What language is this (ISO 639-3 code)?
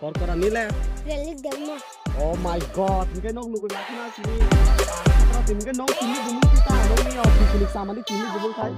trp